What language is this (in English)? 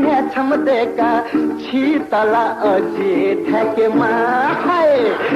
Newari